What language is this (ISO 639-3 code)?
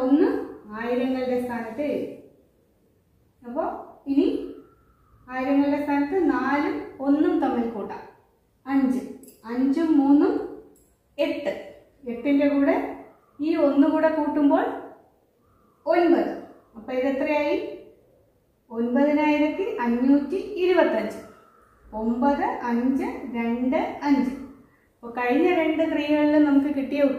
mal